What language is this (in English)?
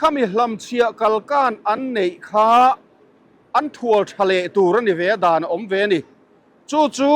Mizo